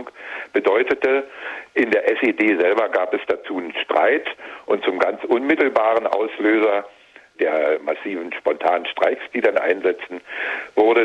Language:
German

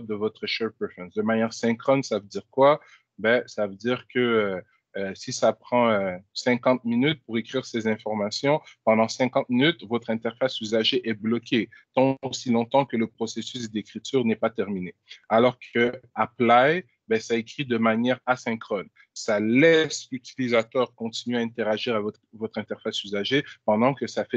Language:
French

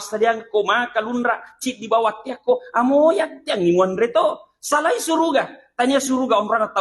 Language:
Buginese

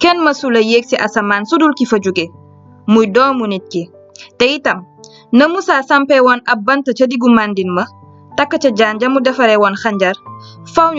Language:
Wolof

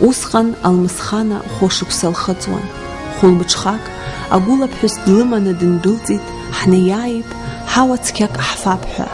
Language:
Abkhazian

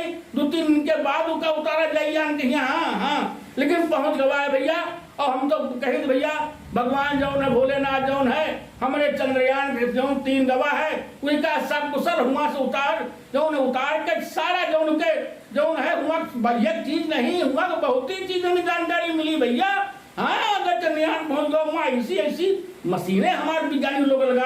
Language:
Awadhi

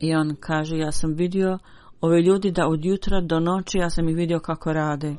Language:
Bosnian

